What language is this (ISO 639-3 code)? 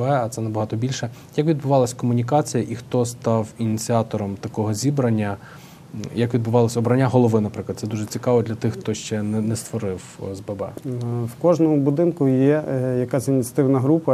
ukr